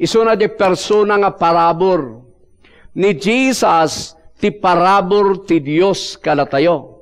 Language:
Iloko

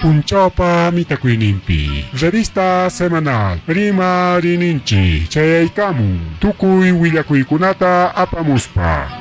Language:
Ayacucho Quechua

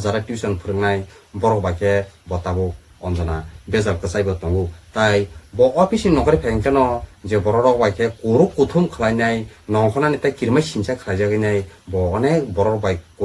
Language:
Kok Borok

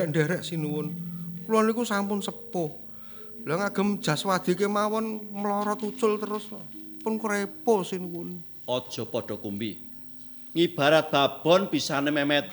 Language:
Javanese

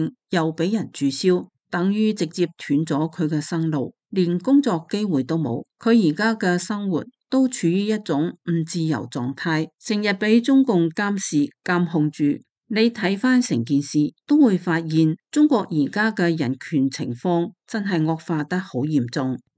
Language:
Cantonese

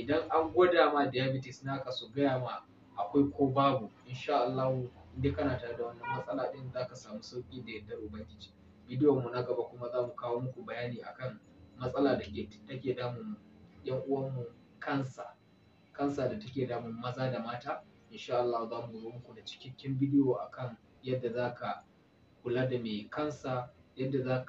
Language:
Hausa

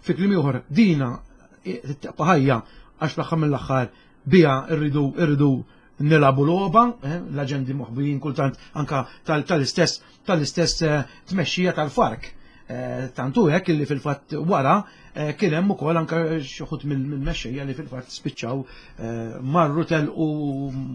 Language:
Maltese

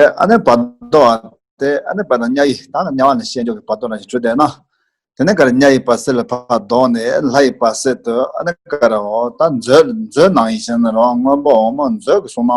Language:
Tibetan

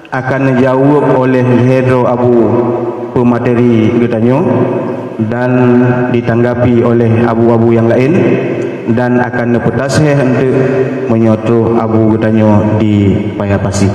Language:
Achinese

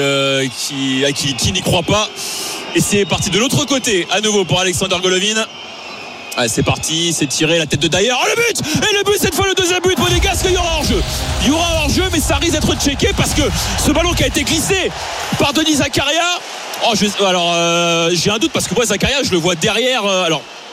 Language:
French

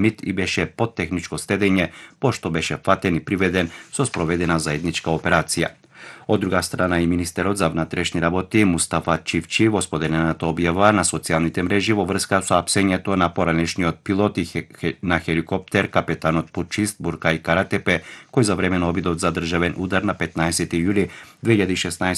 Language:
Macedonian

